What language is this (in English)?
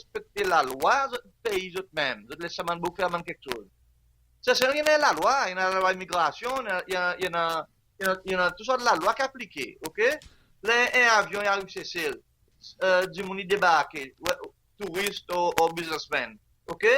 Seselwa Creole French